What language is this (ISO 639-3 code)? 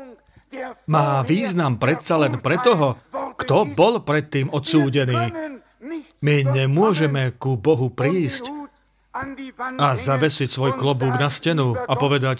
slk